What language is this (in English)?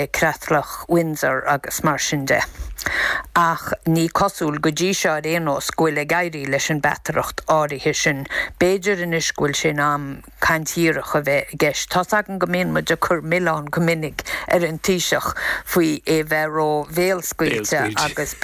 Irish